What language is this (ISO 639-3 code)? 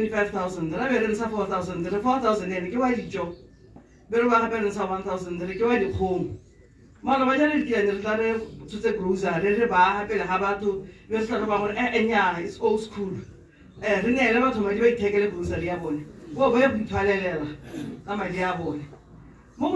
tsn